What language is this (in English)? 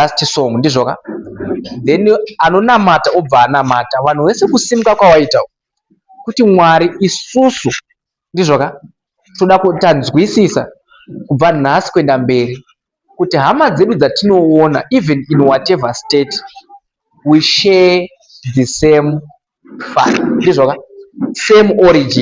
Shona